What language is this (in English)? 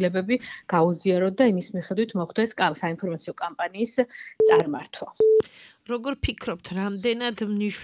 Georgian